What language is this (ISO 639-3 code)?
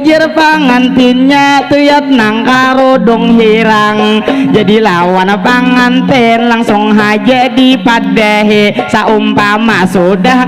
bjn